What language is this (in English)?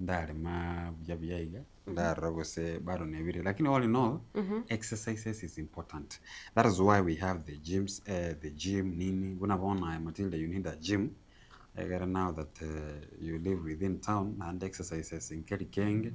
Gusii